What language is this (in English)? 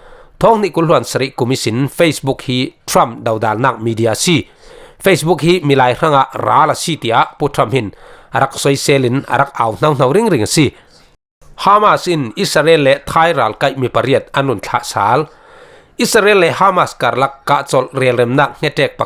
Falam Chin